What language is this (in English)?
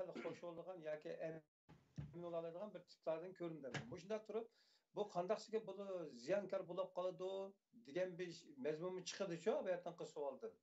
Uyghur